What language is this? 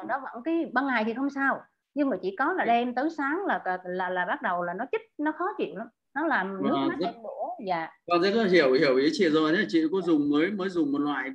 Vietnamese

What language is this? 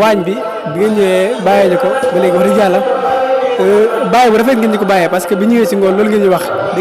Wolof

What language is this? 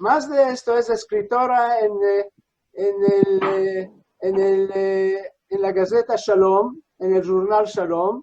Ladino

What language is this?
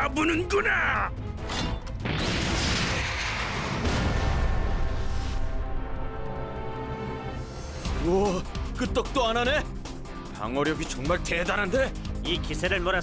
Korean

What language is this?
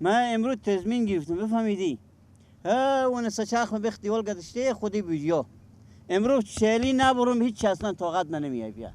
Persian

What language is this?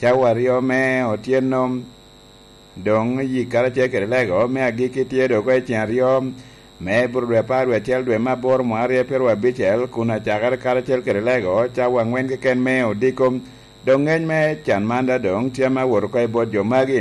Lango (Uganda)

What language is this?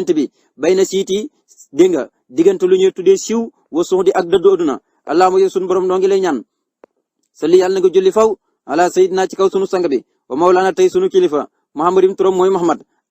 Wolof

